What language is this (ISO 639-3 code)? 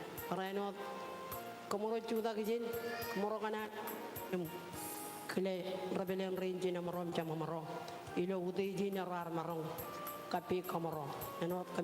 mah